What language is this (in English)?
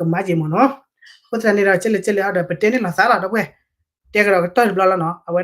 S'gaw Karen